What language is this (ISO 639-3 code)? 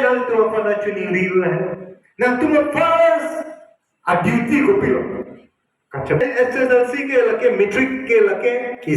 mjw